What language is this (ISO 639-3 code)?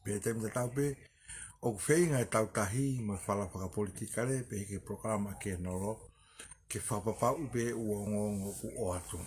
ton